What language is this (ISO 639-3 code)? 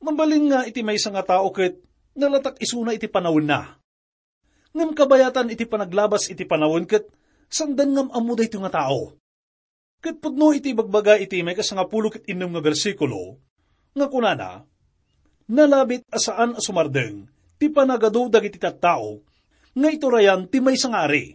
ilo